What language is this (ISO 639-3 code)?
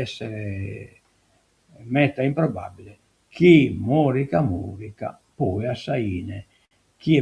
srd